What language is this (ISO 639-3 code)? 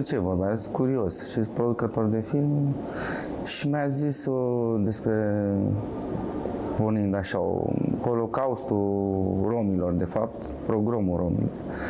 ron